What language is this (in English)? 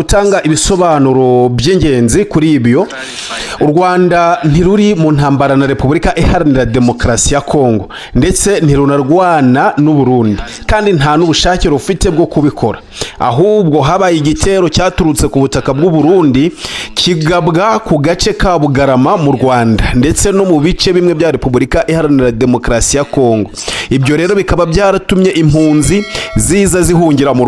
Kinyarwanda